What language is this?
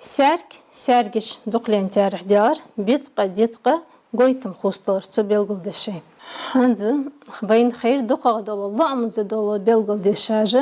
Ingush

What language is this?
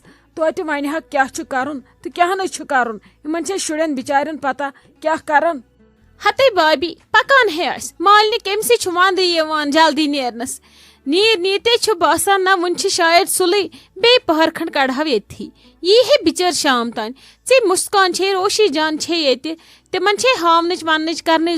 Kashmiri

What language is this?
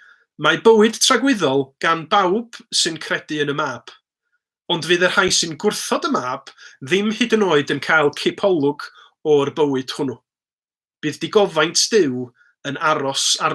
Welsh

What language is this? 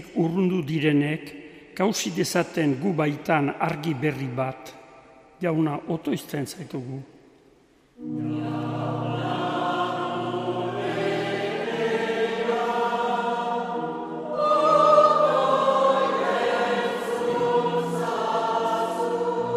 Basque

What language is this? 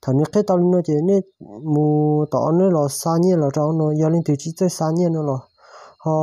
Hmong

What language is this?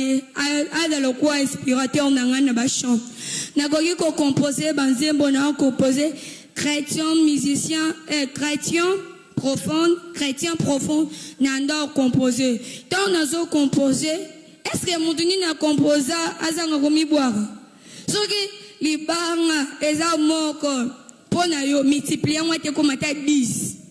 Lingala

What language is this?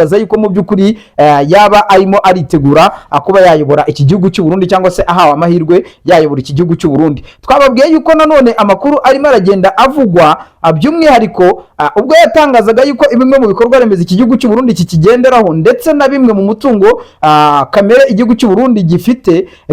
Kinyarwanda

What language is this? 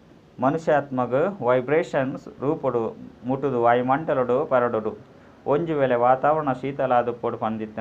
Tulu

